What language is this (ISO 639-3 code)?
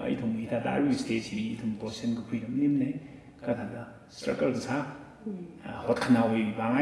nmf